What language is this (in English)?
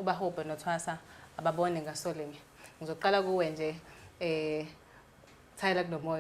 Zulu